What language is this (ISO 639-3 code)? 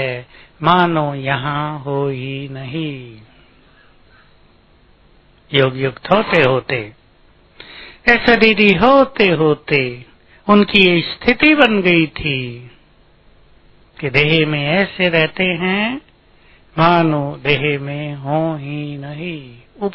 hin